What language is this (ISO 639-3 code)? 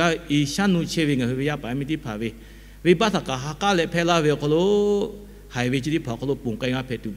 lhu